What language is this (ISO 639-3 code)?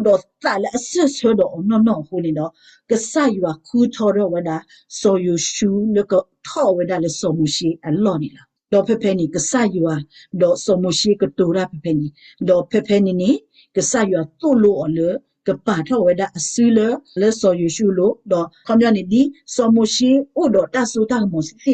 ksw